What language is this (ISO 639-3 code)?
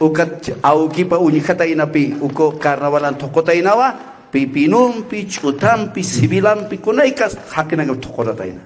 aym